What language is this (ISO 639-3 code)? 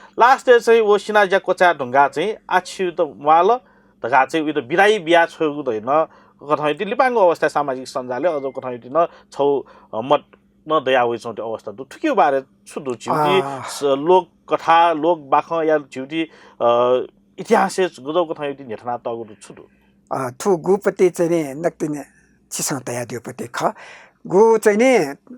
new